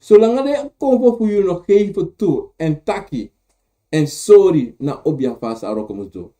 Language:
Sranan Tongo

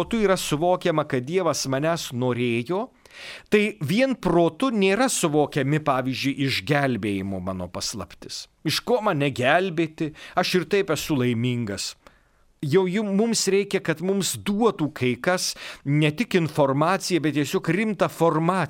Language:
Lithuanian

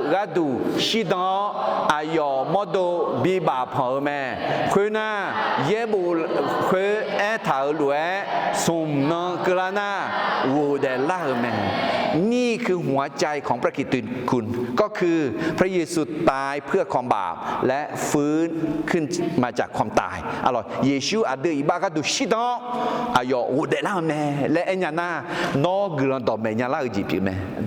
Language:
Akha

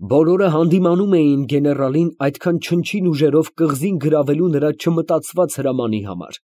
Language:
Armenian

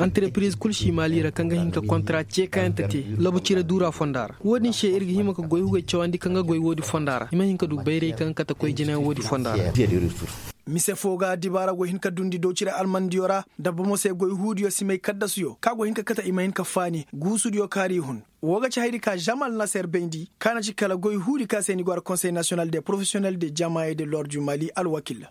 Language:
Koyraboro Senni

